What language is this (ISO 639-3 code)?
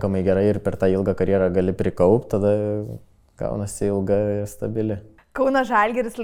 lit